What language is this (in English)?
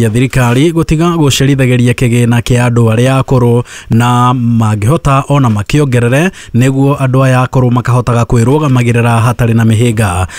Kikuyu